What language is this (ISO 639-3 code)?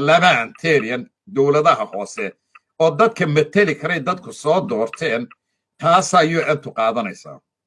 som